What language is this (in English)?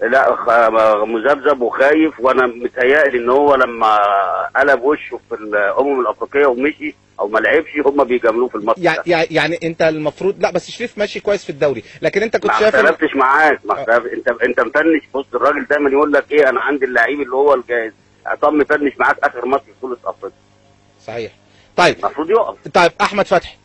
Egyptian Arabic